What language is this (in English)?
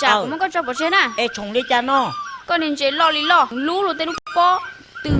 Hmong